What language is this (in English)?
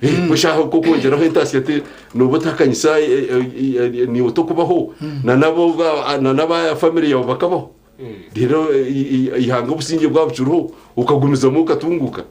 Nyankole